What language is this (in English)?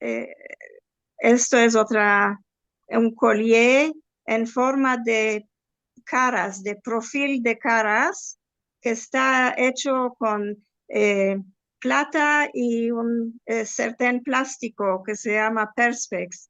Ladino